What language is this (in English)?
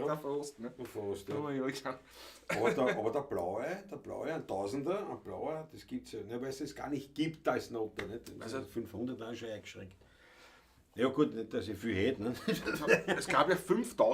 Bavarian